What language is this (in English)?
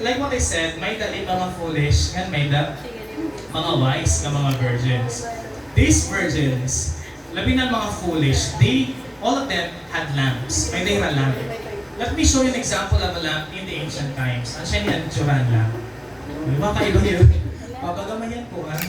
Waray